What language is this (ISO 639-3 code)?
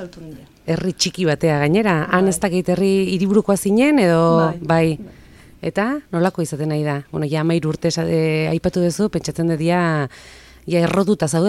eus